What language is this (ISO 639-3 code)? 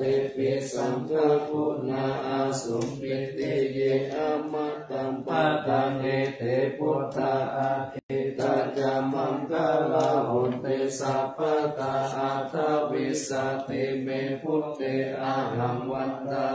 pli